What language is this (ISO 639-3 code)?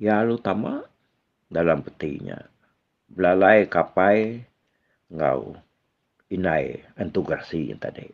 iba